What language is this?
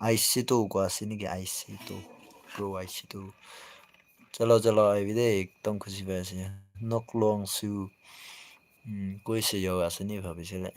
Naga Pidgin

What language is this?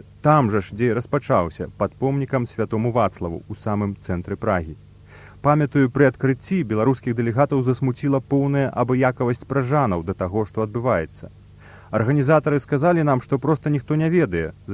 Belarusian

